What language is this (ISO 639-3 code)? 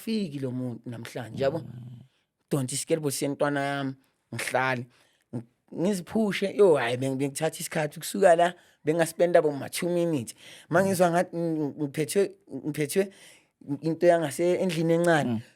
zul